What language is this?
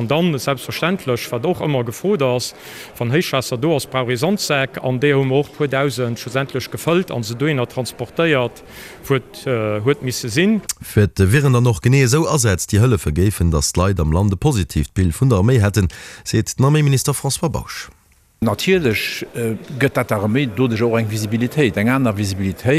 Luxembourgish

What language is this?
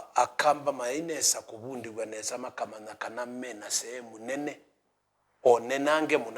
Kamba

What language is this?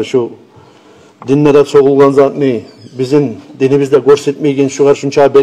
Kumyk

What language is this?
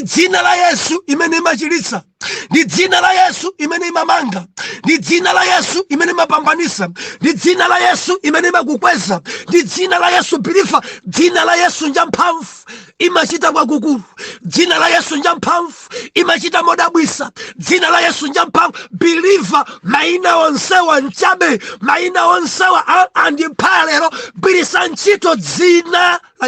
Nyanja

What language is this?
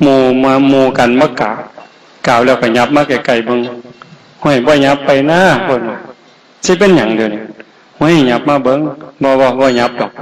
Northeastern Thai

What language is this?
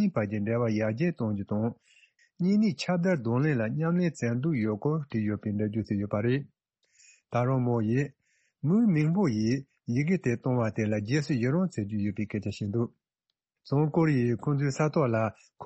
Tibetan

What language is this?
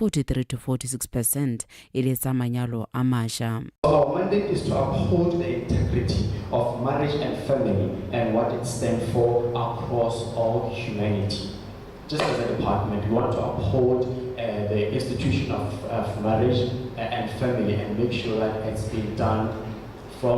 Tswana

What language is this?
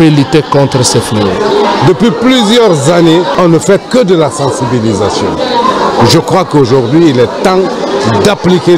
French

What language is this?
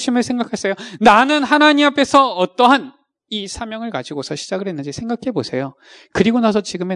Korean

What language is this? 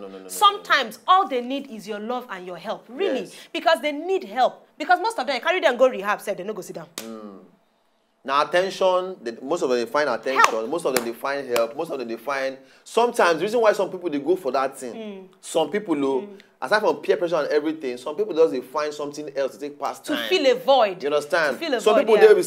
Nigerian Pidgin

